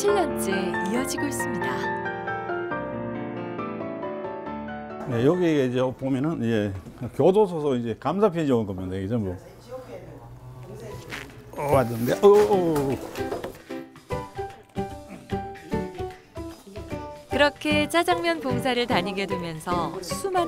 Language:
Korean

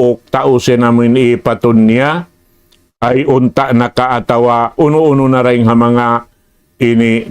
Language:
Tausug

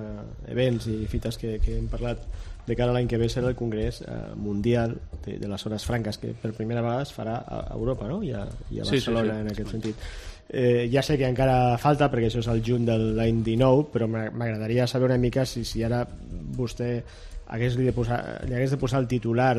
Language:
Catalan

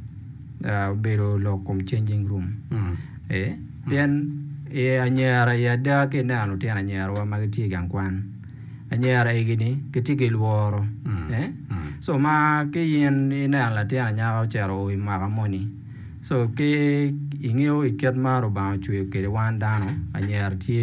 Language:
Acoli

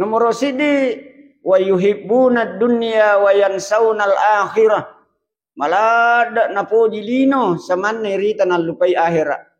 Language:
Buginese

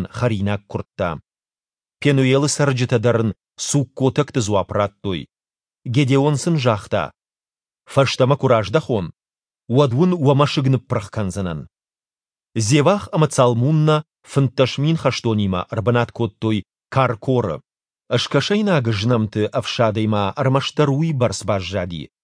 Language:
Ossetic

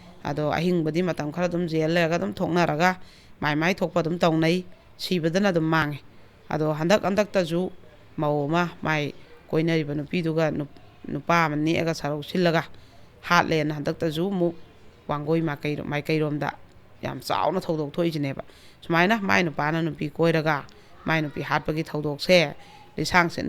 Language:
Manipuri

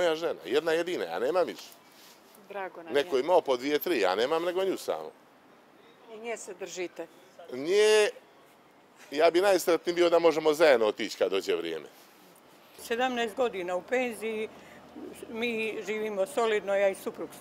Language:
Bosnian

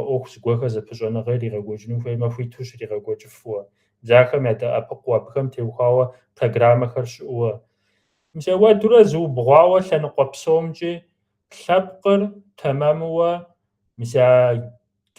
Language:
Kabardian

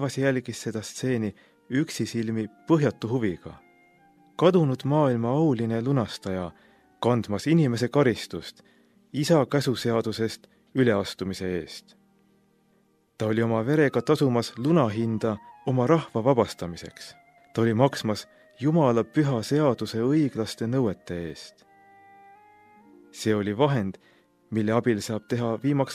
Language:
Estonian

